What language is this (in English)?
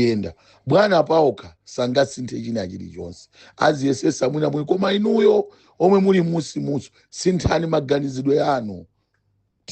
Nyanja